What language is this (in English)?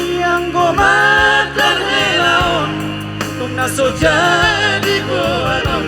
Batak Toba